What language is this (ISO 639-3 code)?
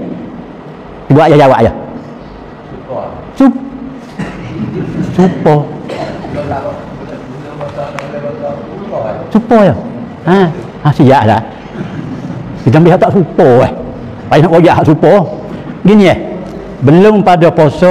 msa